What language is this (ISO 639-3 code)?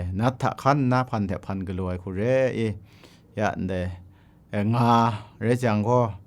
kac